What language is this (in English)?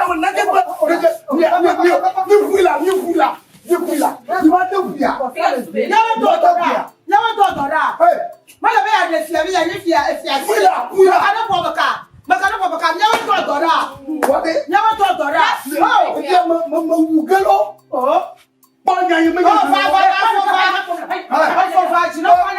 Ewe